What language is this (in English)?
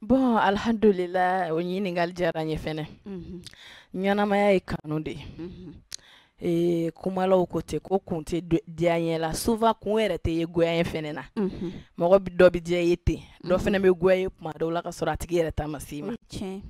Bambara